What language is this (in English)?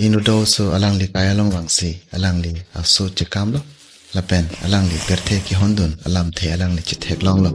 Karbi